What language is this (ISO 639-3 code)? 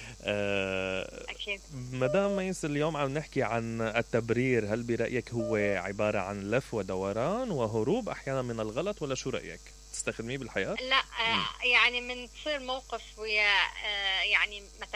acm